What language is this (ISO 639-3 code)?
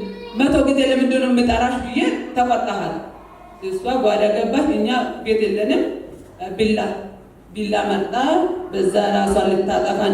amh